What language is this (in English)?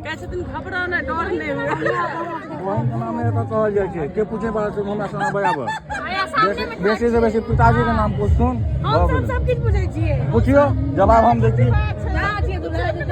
Maithili